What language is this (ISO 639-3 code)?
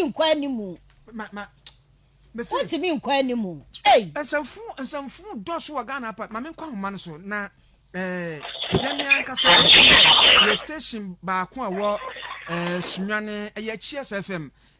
aka